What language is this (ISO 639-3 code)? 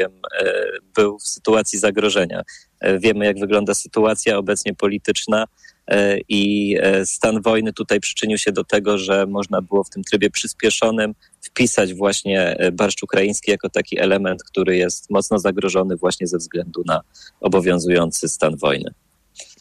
pol